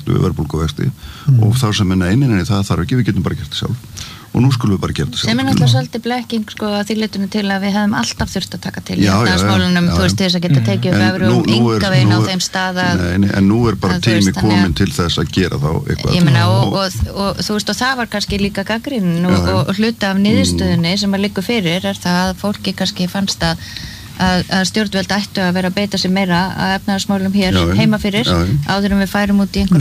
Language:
Icelandic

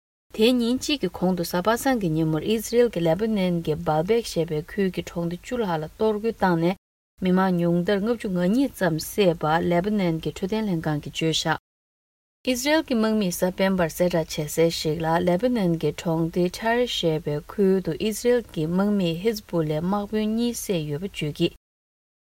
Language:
Tibetan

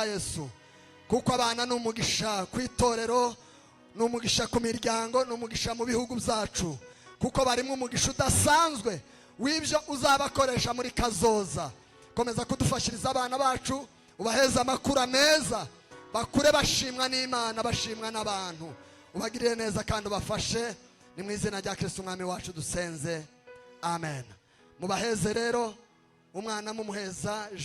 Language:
Kinyarwanda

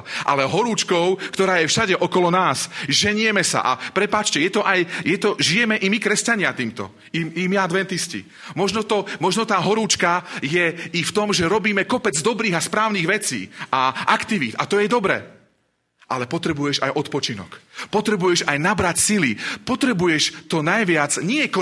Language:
Slovak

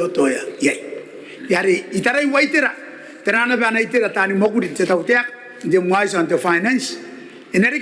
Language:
Gilbertese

